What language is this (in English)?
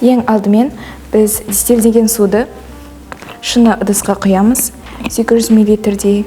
Kazakh